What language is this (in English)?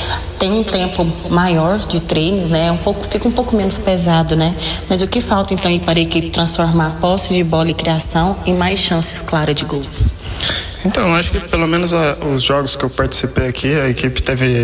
Portuguese